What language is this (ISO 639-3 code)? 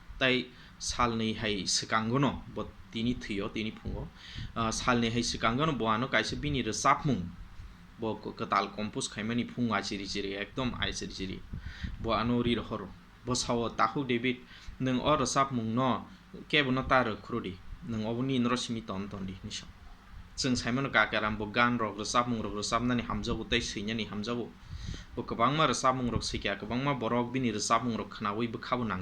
trp